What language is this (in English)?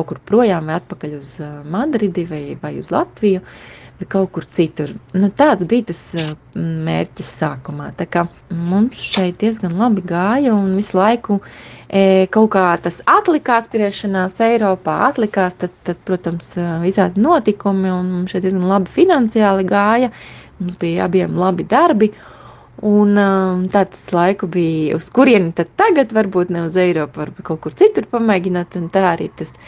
Latvian